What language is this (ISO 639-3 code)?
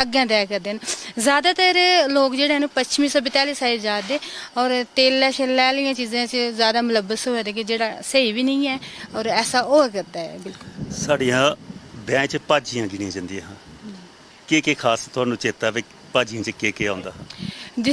doi